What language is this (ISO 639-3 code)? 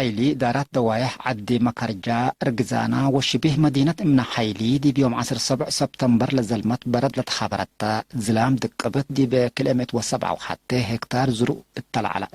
tig